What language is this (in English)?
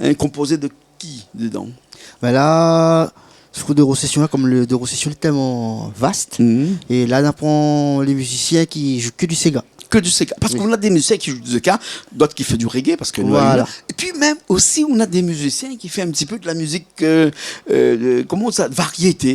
Réunion Creole French